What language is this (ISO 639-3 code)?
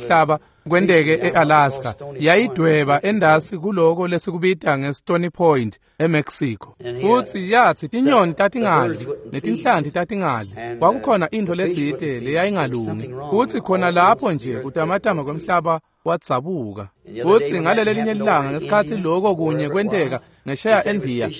ssw